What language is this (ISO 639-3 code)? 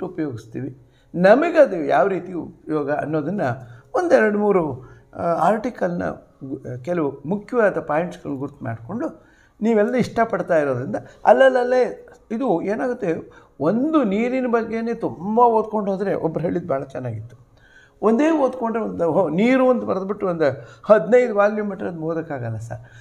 kan